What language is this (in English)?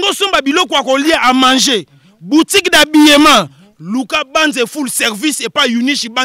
Lingala